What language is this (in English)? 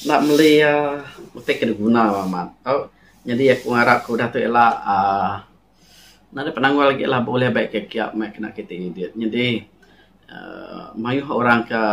Iban